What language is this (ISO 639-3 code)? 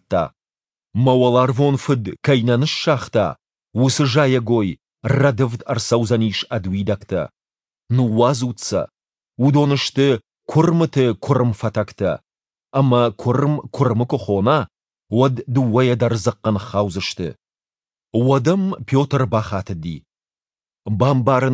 oss